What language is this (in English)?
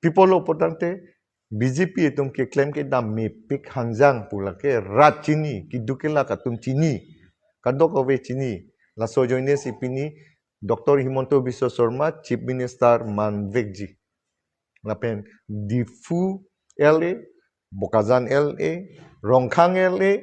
Karbi